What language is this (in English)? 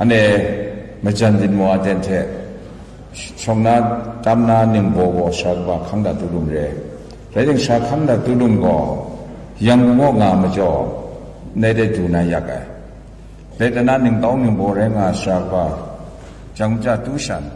Kachin